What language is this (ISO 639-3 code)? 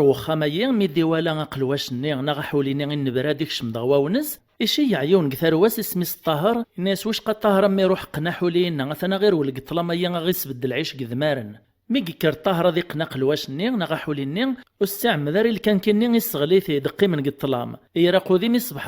kab